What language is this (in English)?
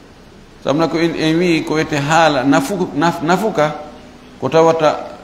Fula